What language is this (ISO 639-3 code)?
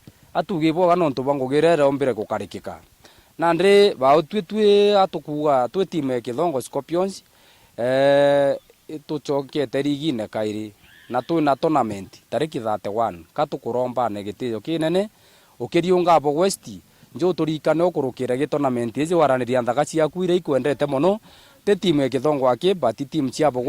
mer